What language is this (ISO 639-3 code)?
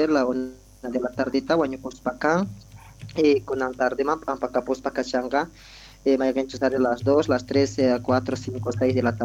que